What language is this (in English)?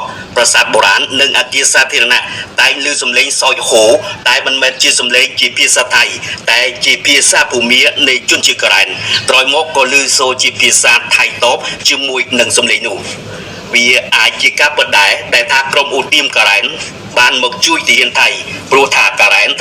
Khmer